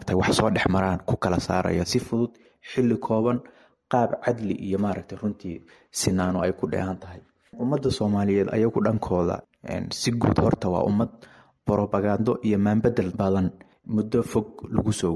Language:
Somali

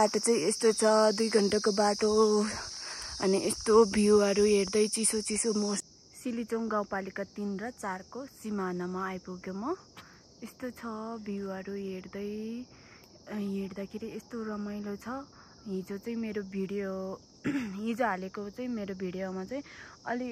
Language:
Nepali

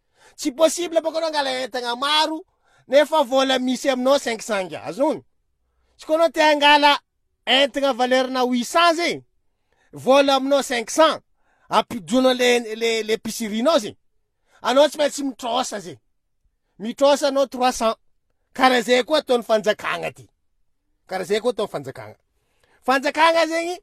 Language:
Malagasy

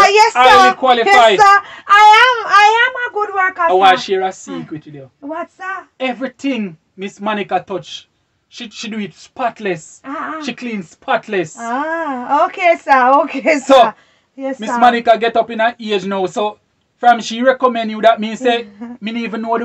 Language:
Jamaican Creole English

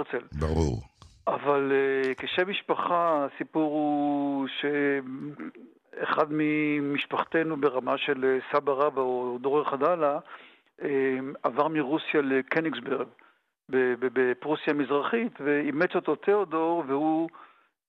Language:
Hebrew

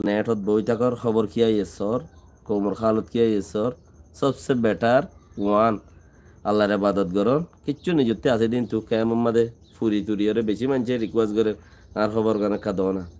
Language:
Rohingya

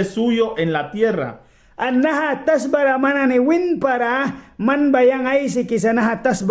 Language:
Mískito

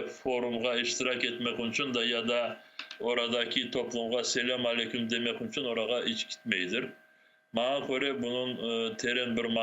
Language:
Crimean Tatar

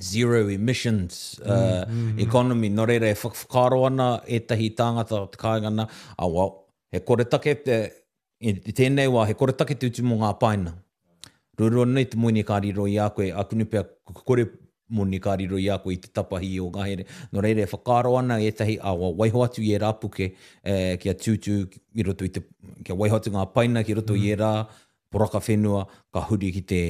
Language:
Māori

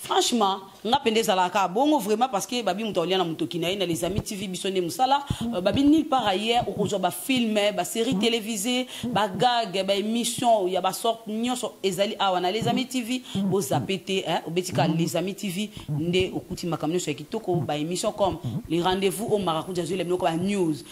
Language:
Lingala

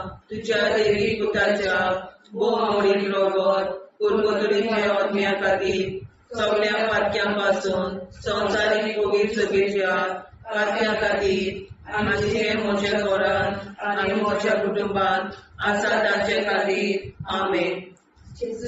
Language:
Konkani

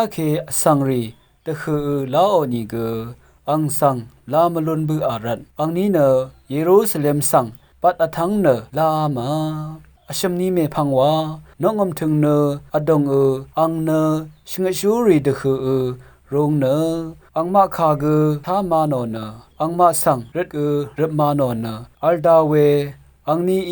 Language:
Rawang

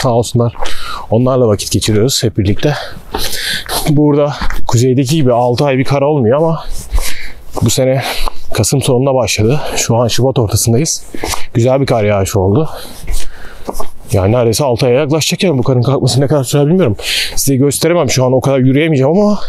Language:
Turkish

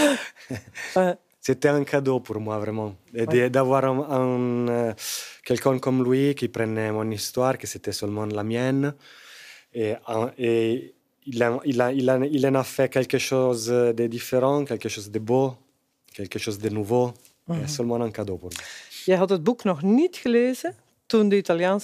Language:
Dutch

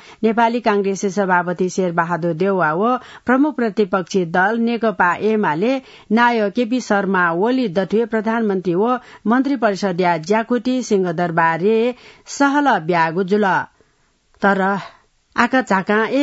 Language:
Newari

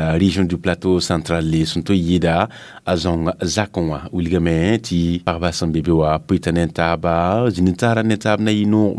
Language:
Mossi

